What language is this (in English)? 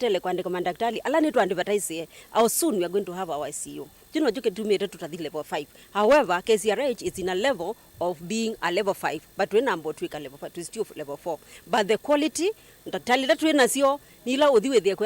Kamba